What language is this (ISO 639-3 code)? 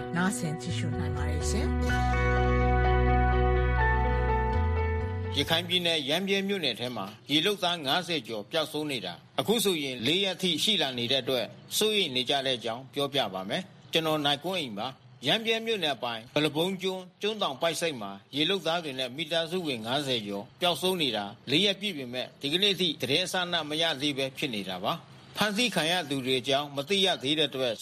mya